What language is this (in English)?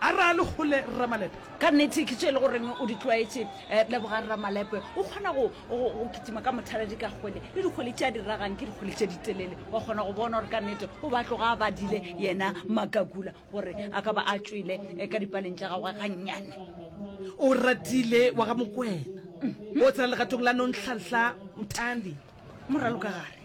Northern Sotho